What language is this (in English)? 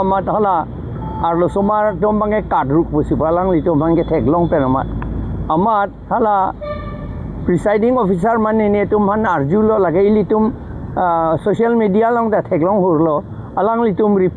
Karbi